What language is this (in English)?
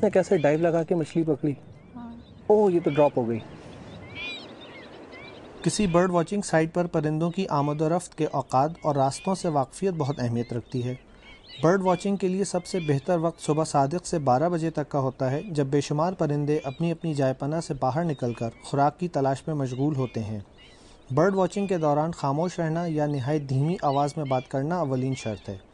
Urdu